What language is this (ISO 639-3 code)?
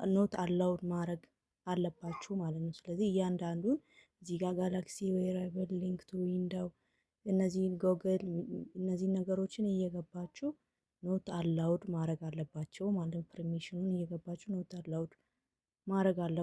amh